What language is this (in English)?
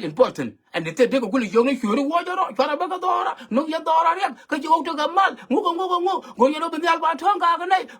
Nuer